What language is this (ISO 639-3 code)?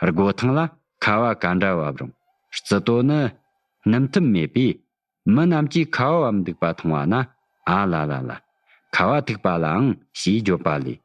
bod